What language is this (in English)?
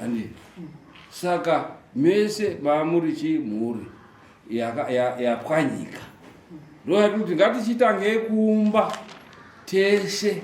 Shona